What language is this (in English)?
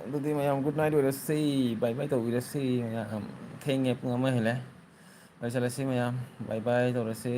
Manipuri